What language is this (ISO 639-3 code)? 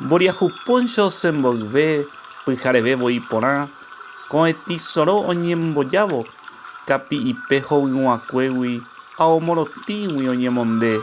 grn